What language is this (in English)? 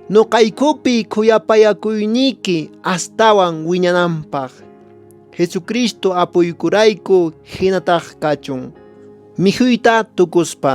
Quechua